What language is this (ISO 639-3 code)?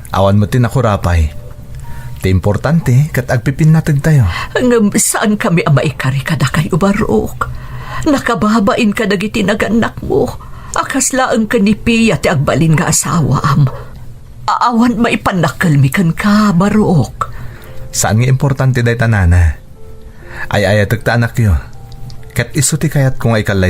ilo